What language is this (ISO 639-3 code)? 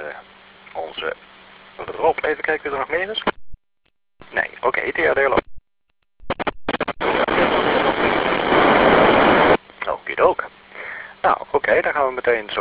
nld